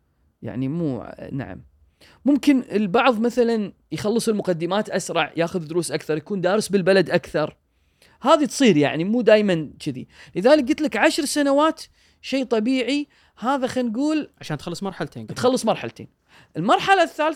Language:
Gulf Arabic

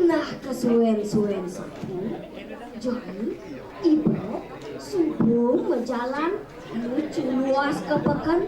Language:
Balinese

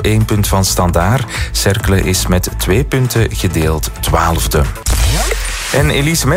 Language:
Dutch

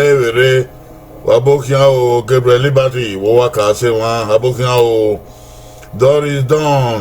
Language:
Bini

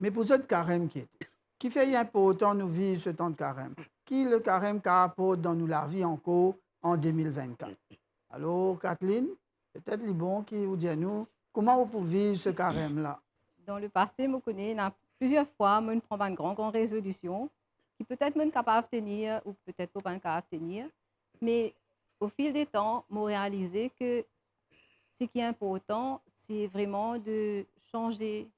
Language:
Morisyen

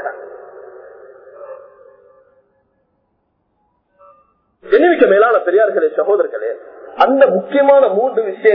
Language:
Tamil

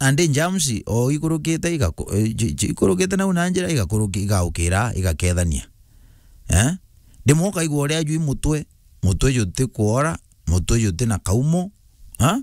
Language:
Meru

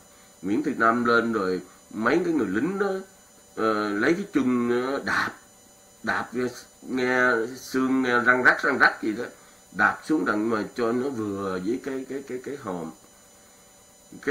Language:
Vietnamese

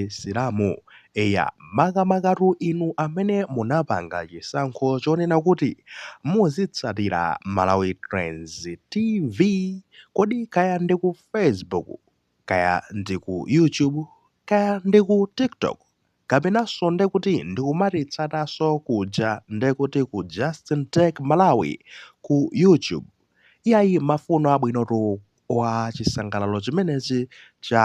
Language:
Nyanja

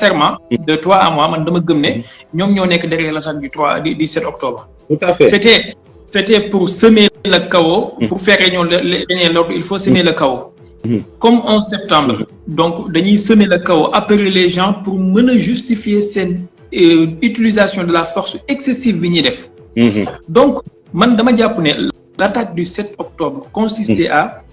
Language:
Wolof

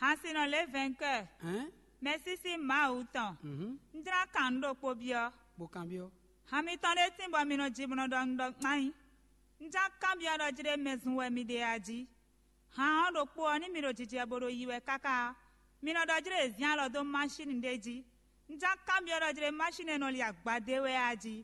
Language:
Fon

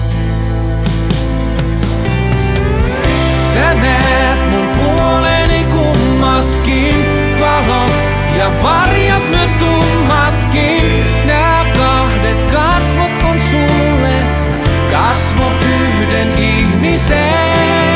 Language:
Finnish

